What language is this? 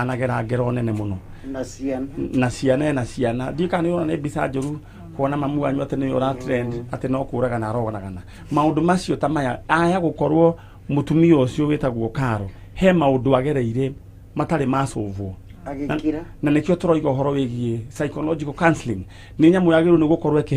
Kikuyu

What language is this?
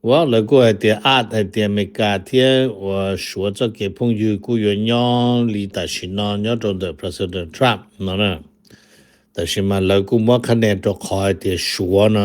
Hmong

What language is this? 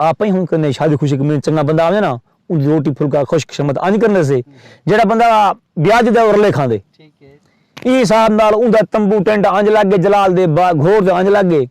Saraiki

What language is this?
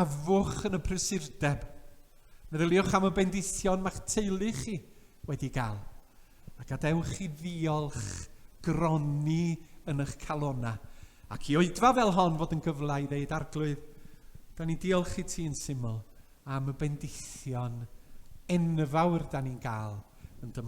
Welsh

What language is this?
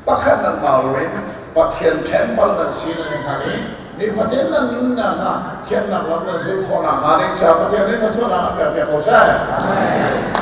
Hakha Chin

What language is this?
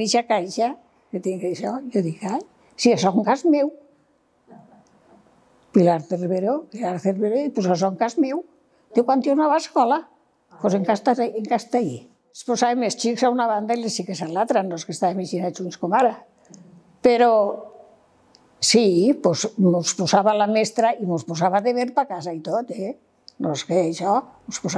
Catalan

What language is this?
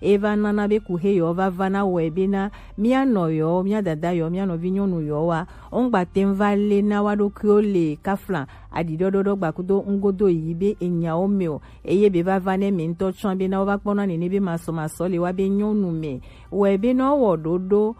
Gen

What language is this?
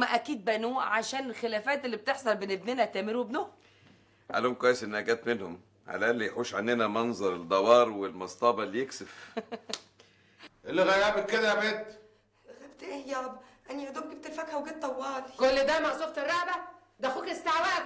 Egyptian Arabic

